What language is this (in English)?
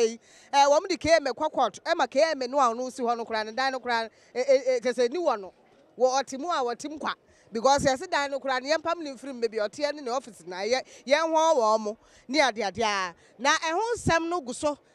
Akan